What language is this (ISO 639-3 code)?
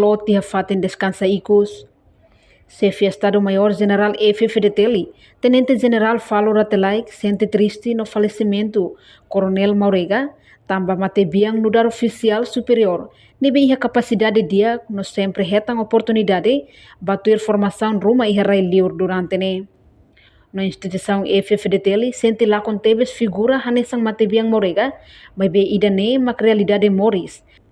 tet